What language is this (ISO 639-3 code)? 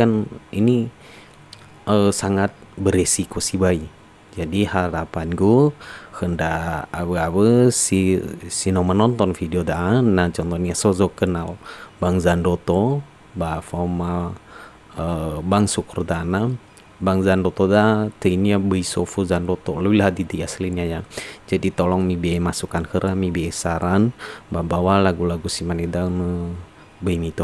nia